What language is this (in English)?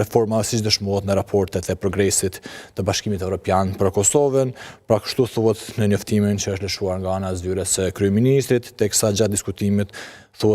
Albanian